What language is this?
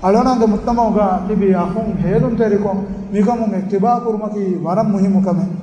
Divehi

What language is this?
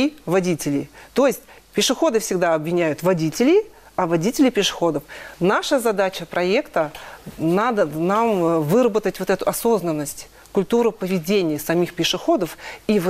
Russian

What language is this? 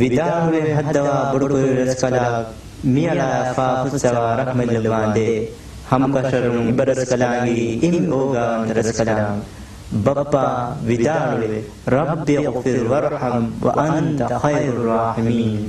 Divehi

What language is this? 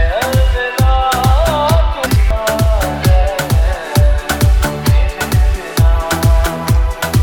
Hindi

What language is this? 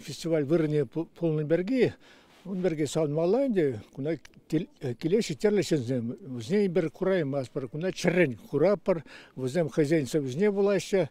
Chuvash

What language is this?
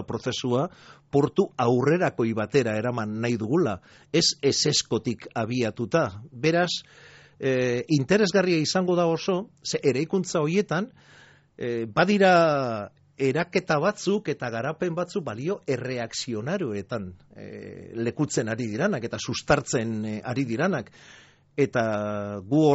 Basque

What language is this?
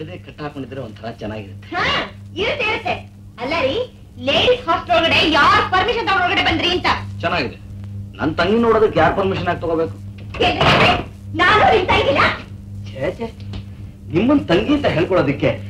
Kannada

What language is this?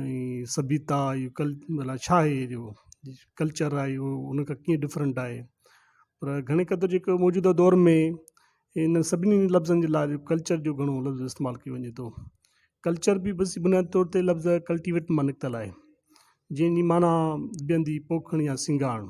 Sindhi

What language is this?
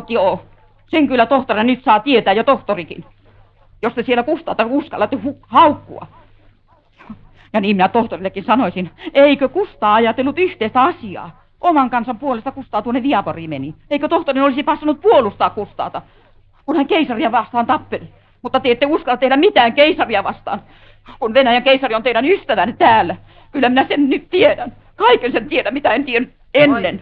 Finnish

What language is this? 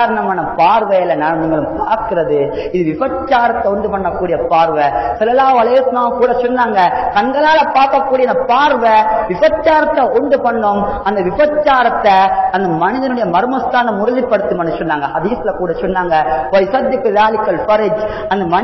Tamil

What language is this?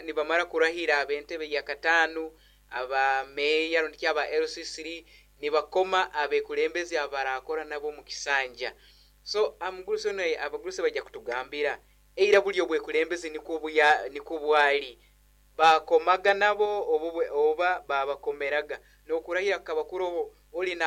Nyoro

